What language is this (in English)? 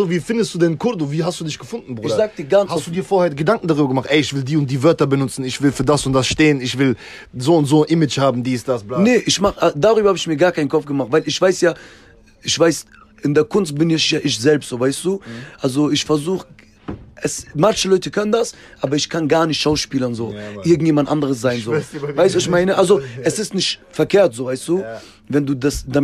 German